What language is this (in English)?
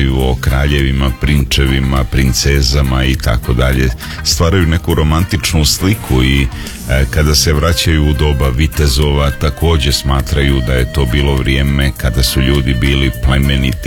Croatian